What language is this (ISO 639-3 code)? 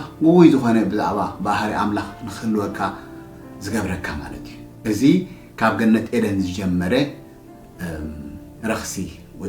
tir